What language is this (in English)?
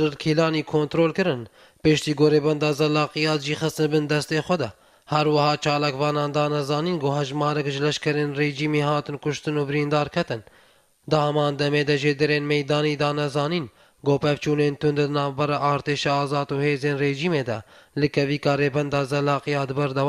Kurdish